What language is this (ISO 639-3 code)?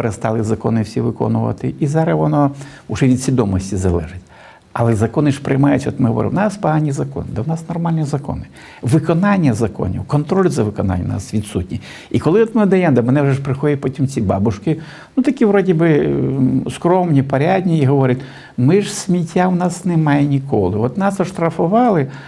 ukr